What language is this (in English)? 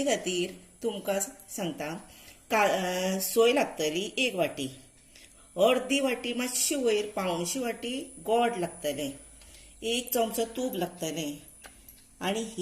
Konkani